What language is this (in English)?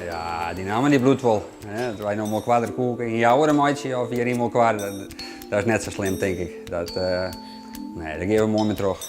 Western Frisian